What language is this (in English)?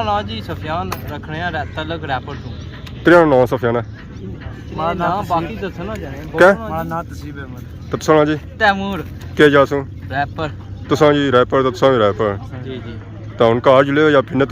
Pahari-Potwari